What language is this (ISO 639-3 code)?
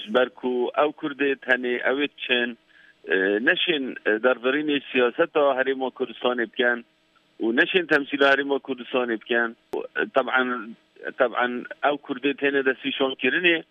kur